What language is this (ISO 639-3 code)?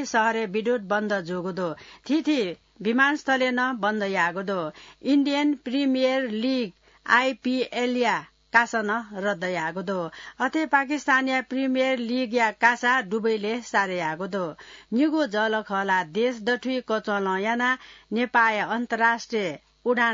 new